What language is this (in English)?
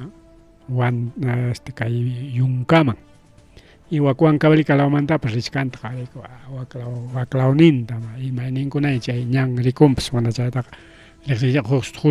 Ayacucho Quechua